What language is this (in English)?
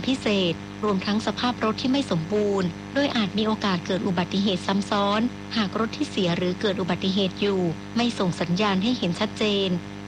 Thai